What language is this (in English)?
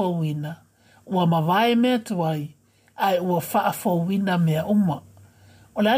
Samoan